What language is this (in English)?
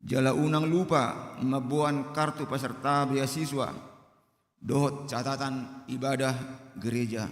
Batak Toba